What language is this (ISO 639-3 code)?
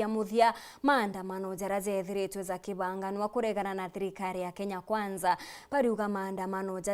mer